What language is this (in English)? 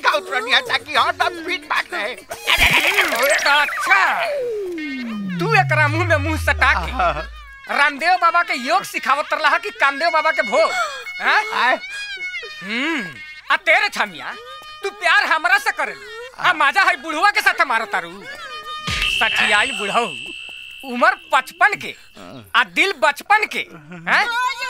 Bhojpuri